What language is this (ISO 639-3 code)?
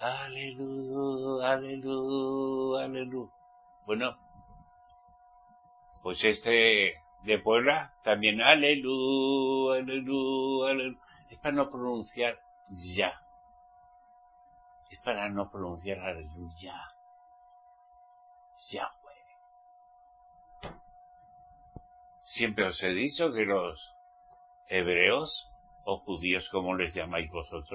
spa